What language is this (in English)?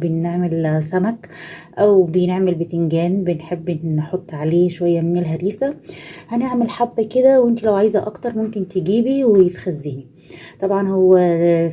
Egyptian Arabic